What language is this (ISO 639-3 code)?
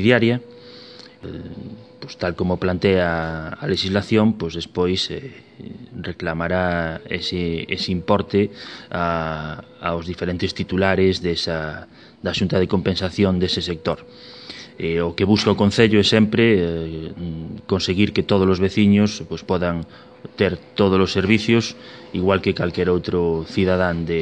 glg